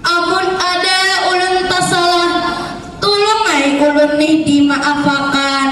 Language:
Banjar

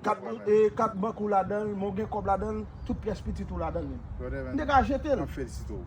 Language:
Haitian Creole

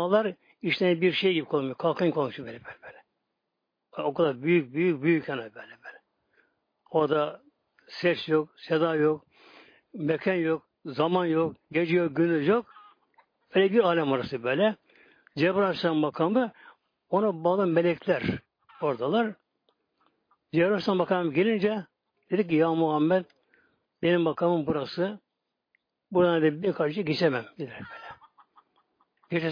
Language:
Turkish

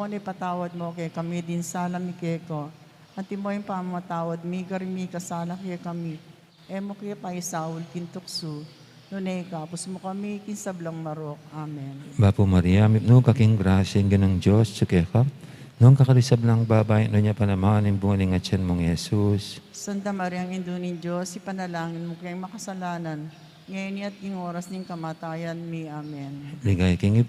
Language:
Pampanga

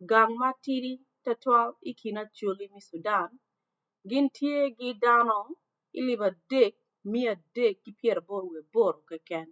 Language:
Acoli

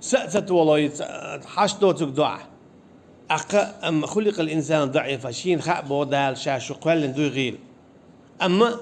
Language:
Chechen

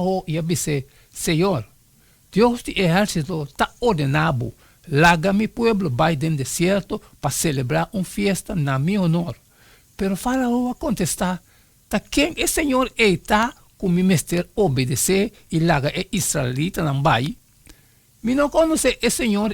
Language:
Papiamento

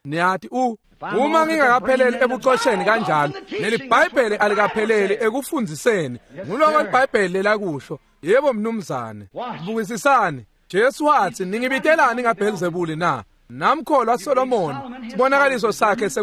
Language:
Swati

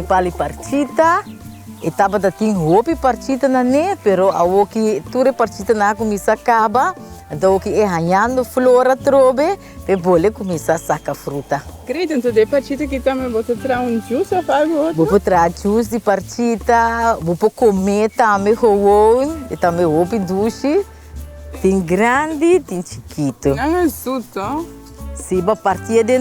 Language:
Papiamento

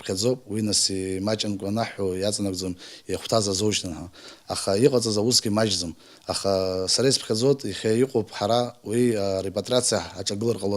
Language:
Abkhazian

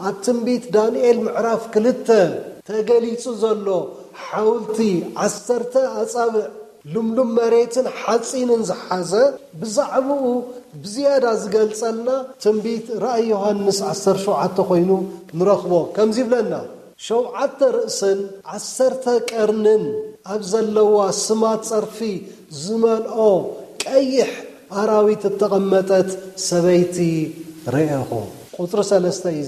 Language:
Tigrinya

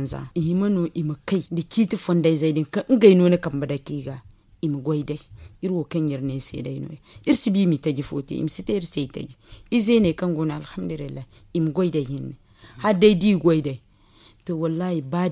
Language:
Zarma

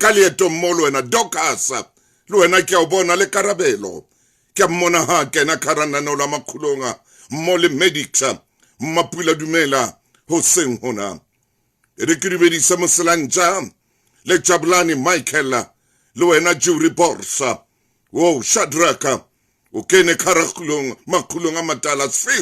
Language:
Southern Sotho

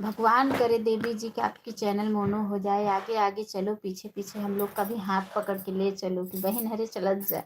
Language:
Awadhi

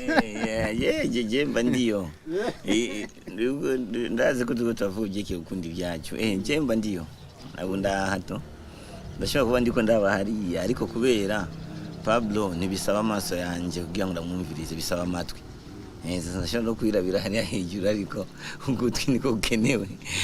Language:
Rundi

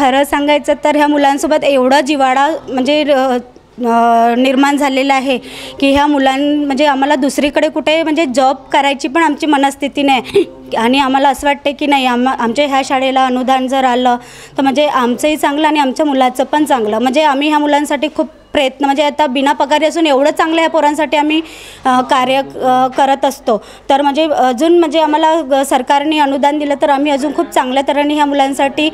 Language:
Marathi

